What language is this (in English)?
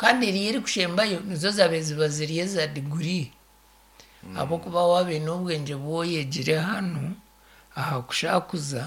Nyankole